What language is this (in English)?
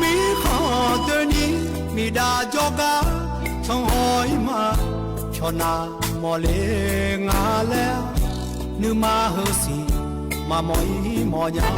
Akha